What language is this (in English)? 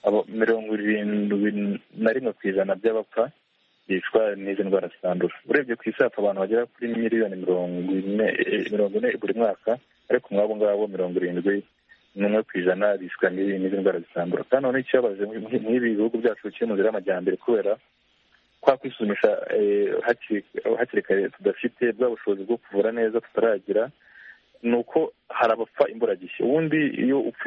Kinyarwanda